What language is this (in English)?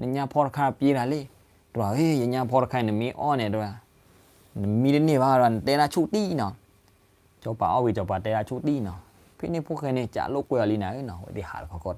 S'gaw Karen